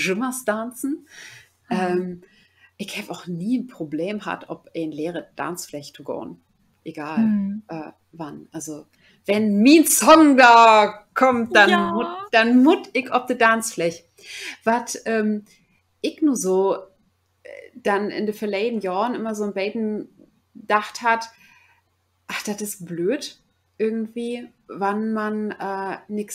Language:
Low German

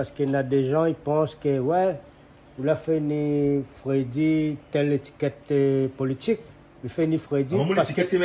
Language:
Réunion Creole French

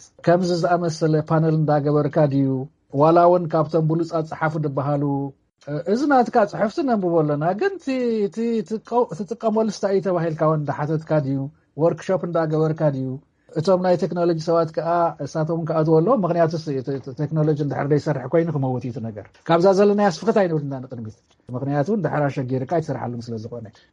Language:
Tigrinya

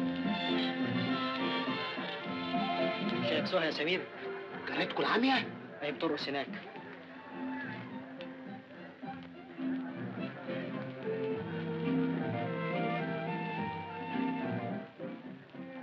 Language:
Egyptian Arabic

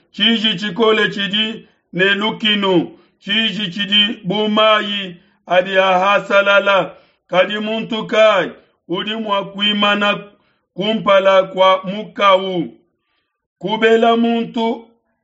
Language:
Luba-Lulua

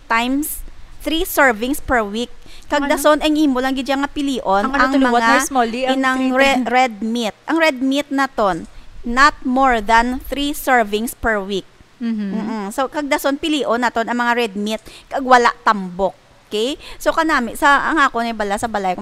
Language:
Hiligaynon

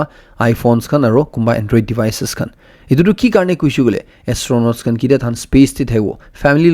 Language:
Naga Pidgin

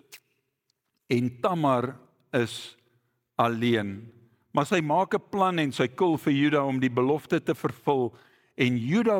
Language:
Afrikaans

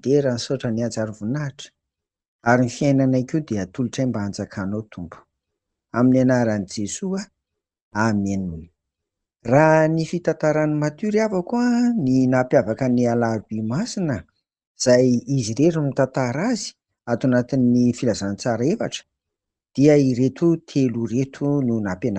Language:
Malagasy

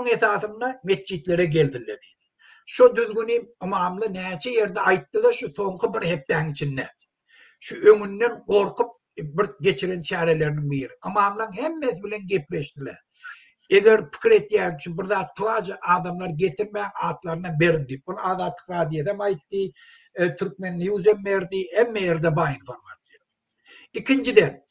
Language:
Turkmen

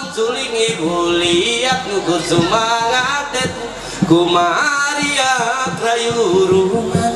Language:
Ma'anyan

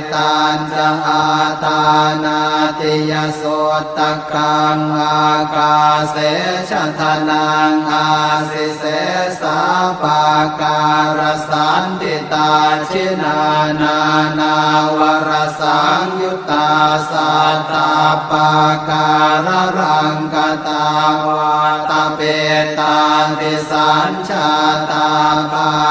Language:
Pali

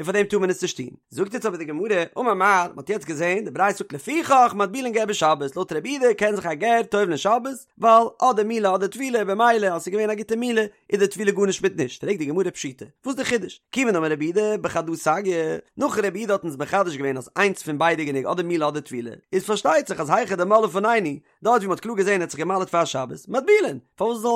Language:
Yiddish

